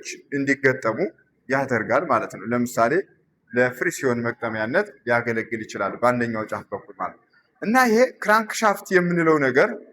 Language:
Amharic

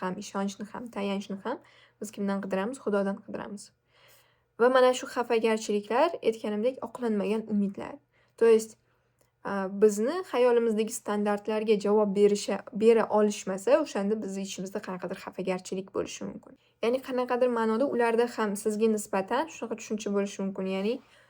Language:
Uzbek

